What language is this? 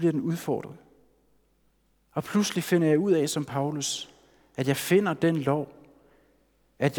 Danish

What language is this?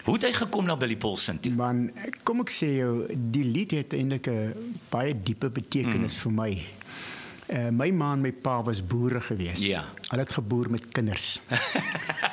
Afrikaans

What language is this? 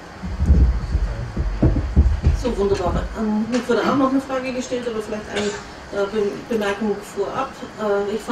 German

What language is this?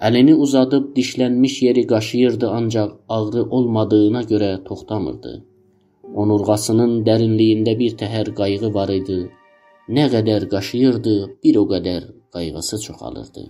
South Azerbaijani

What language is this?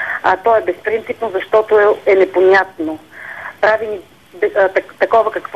Bulgarian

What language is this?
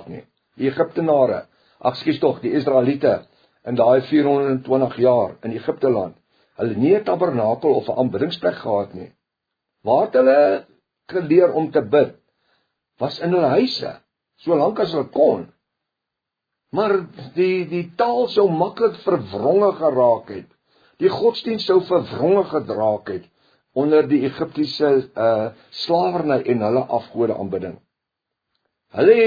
Afrikaans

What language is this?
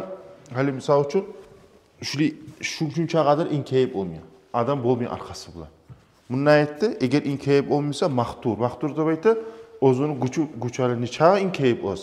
Kumyk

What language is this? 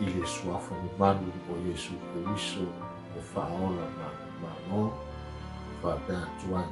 Samoan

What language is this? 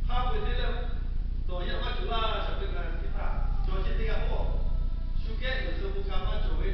Lahu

